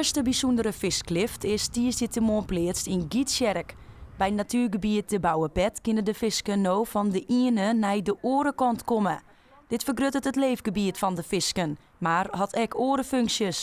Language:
Western Frisian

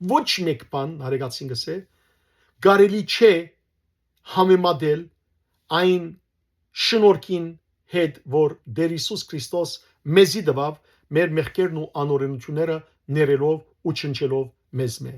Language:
Western Armenian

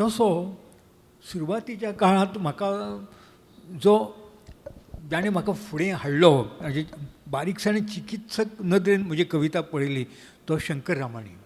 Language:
Konkani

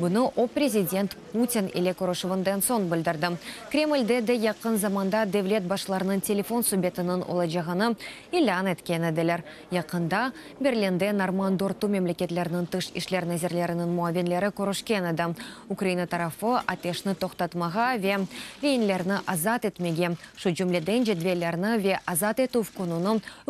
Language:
Crimean Tatar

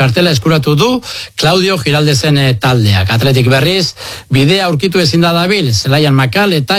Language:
Basque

